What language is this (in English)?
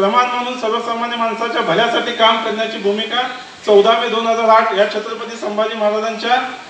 Marathi